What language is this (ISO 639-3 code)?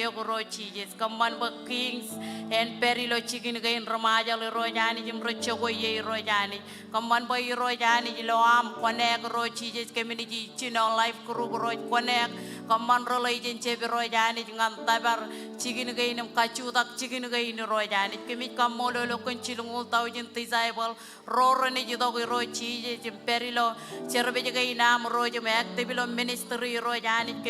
mah